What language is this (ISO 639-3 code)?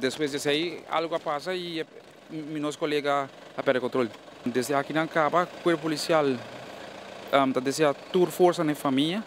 pap